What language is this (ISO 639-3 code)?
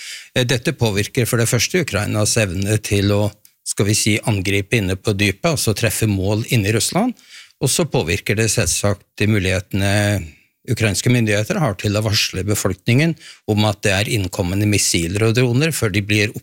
nor